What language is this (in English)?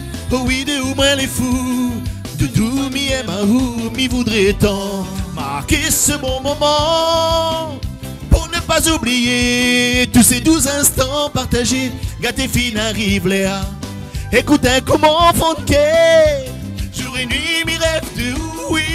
Réunion Creole French